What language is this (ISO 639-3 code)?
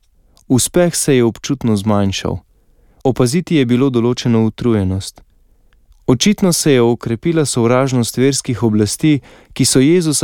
slv